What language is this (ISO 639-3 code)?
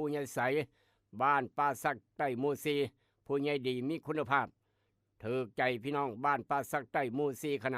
tts